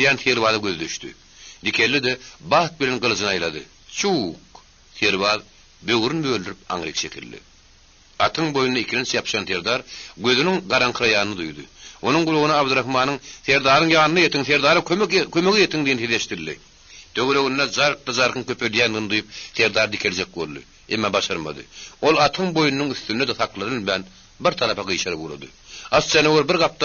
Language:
Turkmen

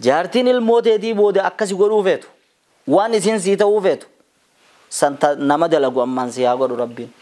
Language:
Oromo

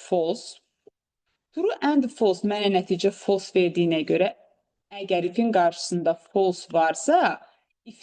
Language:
Azerbaijani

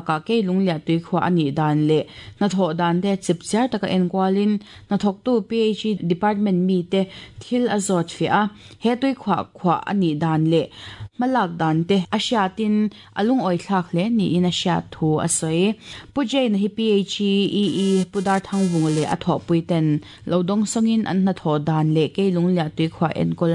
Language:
Mizo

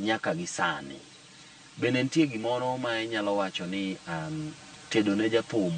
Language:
Luo (Kenya and Tanzania)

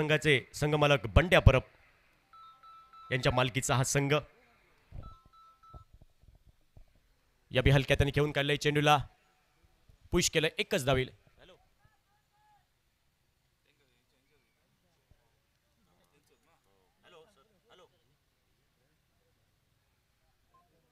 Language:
Marathi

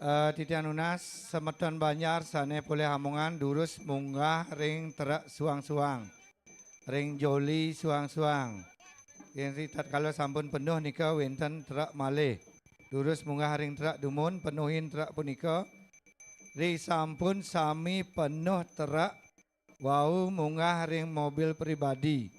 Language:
Balinese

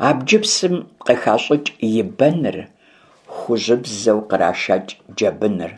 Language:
Kabardian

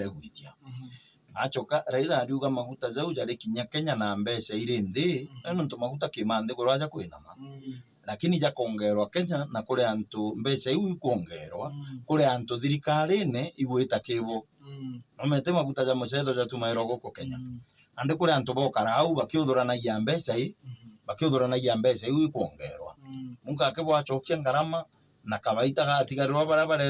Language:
Meru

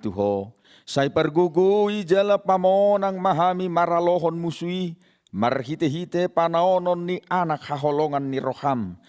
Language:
Batak Toba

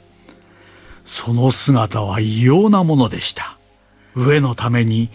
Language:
Japanese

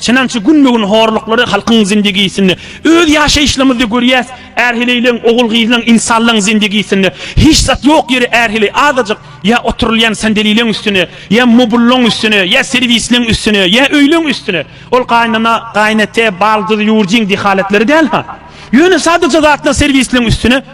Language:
Turkmen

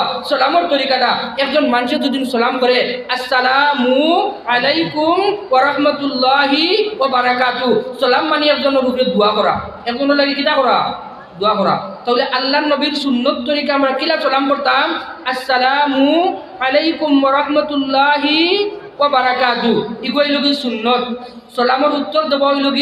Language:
Sylheti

